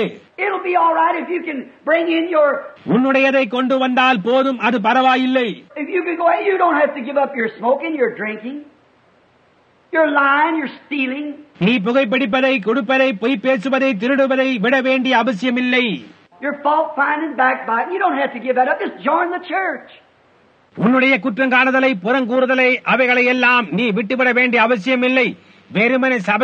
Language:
Tamil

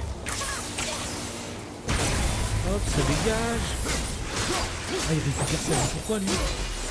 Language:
French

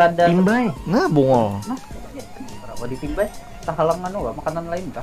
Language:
Banjar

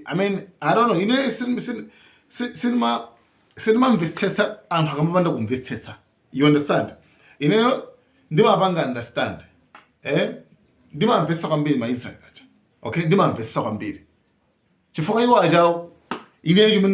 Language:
Nyanja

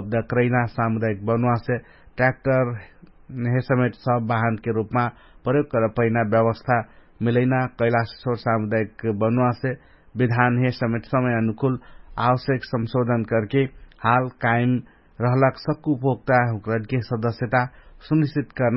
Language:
Dangaura Tharu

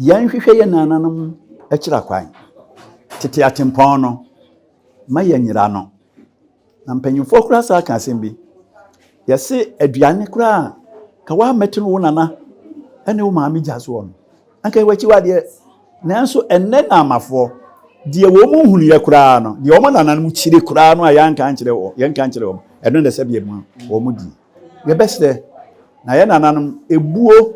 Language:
Akan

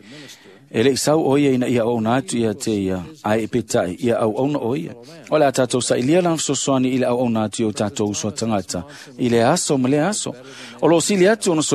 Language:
Samoan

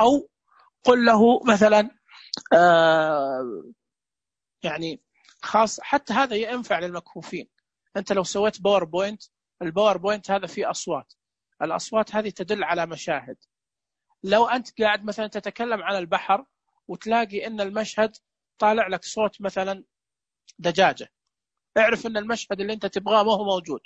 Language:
Najdi Arabic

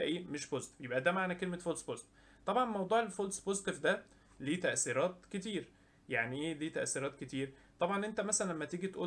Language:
Egyptian Arabic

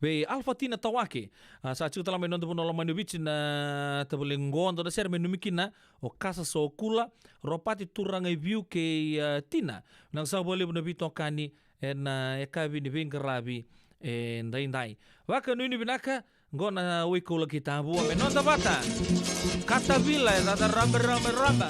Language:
Fijian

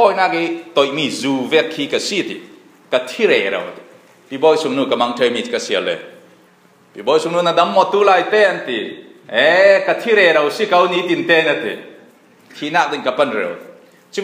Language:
Falam Chin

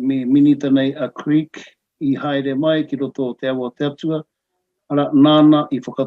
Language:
Māori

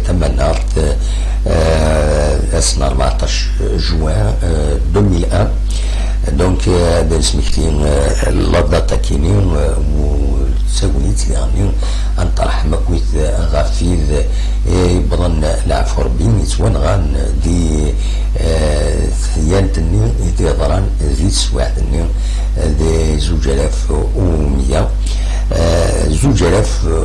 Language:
Kabyle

